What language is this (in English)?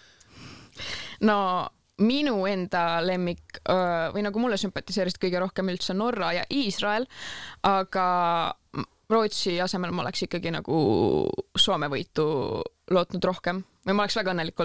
Estonian